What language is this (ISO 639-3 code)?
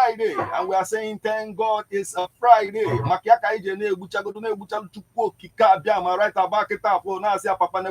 ibo